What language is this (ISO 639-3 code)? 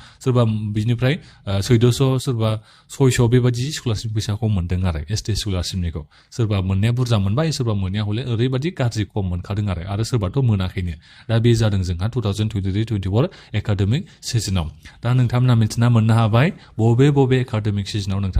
brx